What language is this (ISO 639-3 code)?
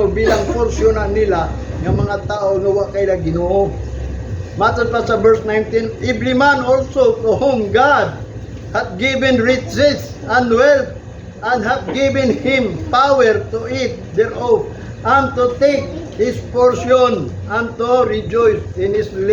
ceb